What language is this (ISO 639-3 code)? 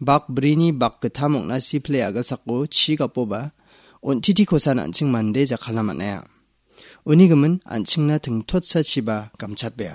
grt